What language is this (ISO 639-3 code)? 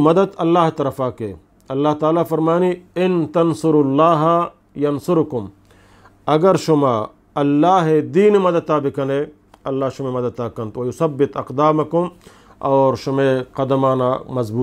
bgp